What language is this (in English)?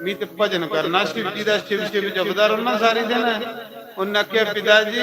Dogri